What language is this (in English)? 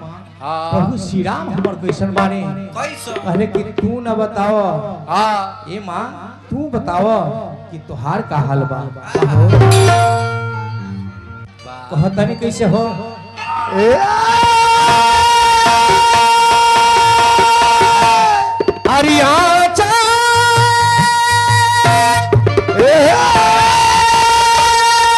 Bhojpuri